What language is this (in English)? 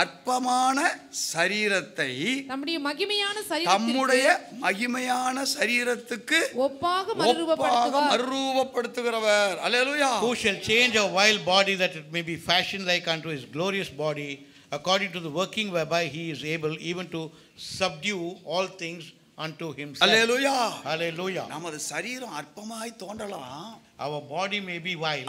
Tamil